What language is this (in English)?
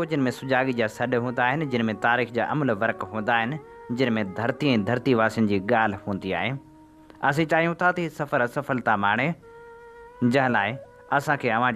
Sindhi